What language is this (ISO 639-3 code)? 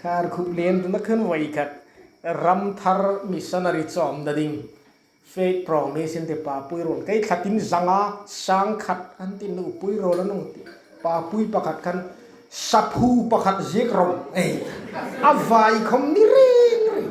hmr